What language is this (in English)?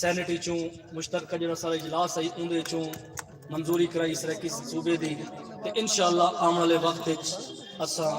Saraiki